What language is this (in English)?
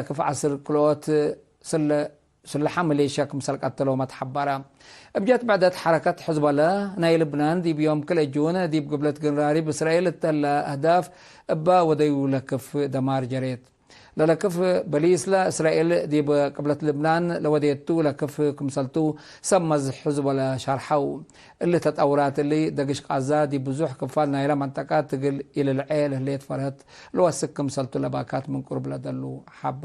Tigre